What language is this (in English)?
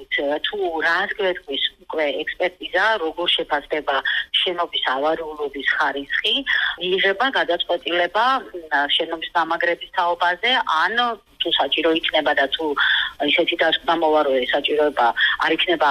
Georgian